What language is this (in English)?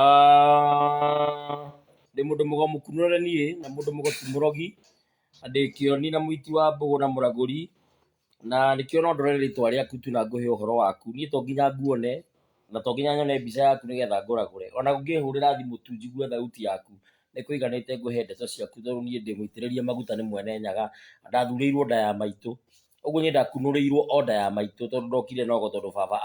Kikuyu